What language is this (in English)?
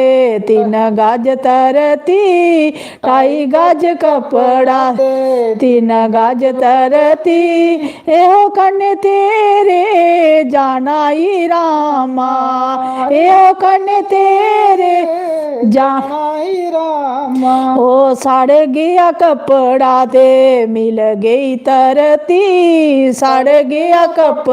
Dogri